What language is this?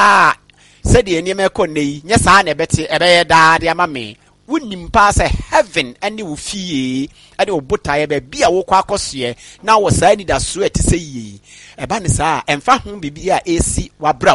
Akan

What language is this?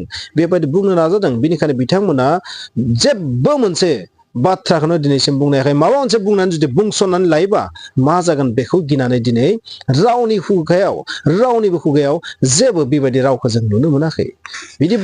Bodo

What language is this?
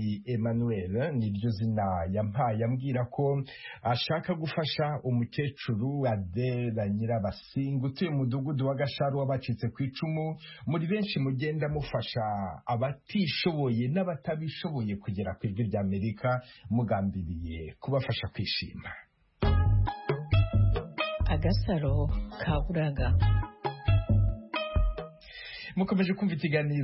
Kinyarwanda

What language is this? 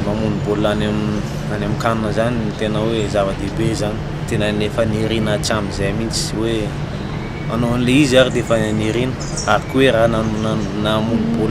Malagasy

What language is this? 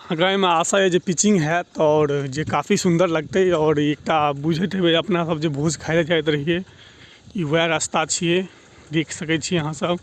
Maithili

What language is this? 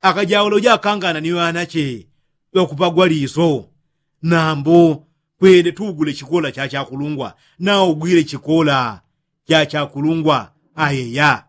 Yao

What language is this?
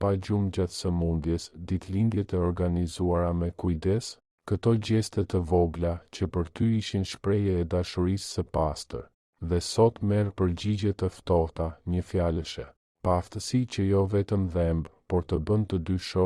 Albanian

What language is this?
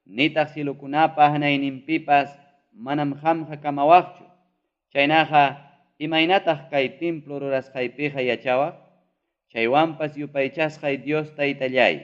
Ayacucho Quechua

